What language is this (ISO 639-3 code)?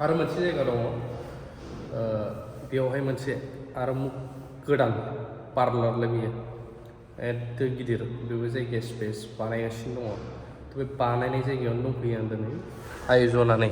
brx